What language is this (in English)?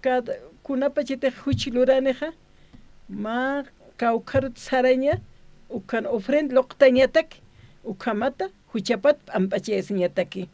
Aymara